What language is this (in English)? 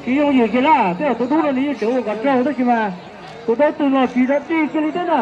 Hmong